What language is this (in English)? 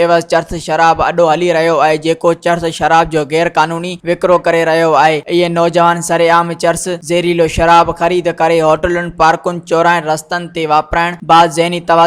Sindhi